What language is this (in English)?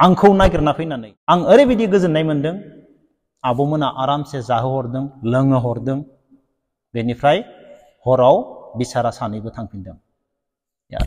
Bodo